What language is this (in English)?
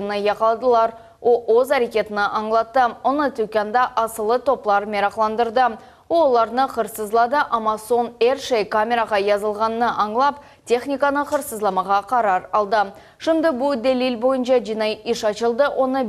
Crimean Tatar